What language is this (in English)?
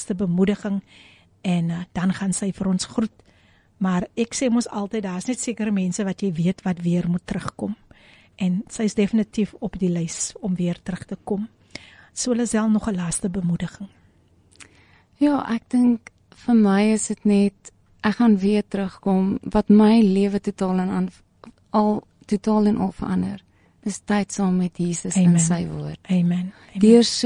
Afrikaans